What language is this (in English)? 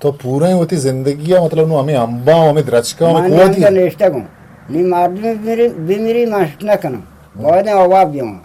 Eastern Balochi